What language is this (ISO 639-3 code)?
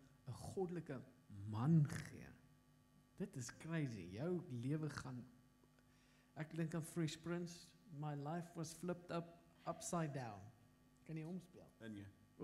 afr